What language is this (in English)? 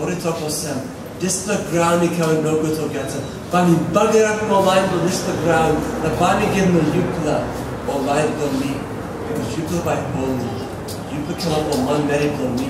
Tok Pisin